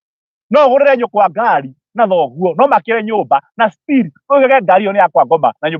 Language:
Kikuyu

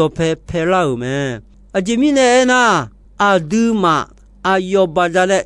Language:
Akha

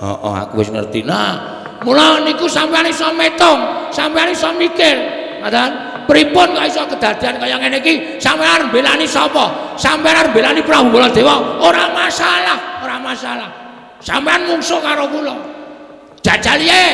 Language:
Javanese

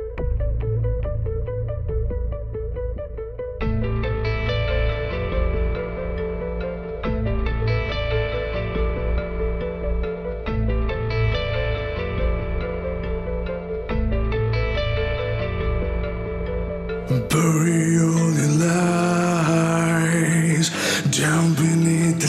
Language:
Kannada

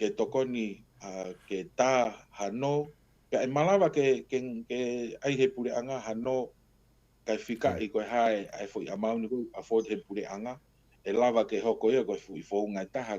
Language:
Tongan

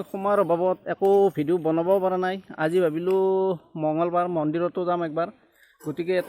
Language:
Assamese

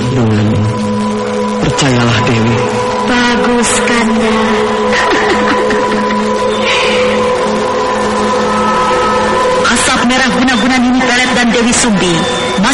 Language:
Indonesian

